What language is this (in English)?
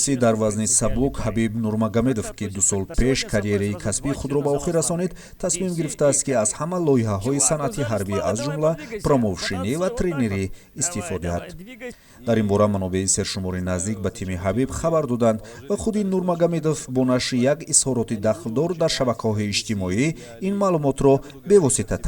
Tajik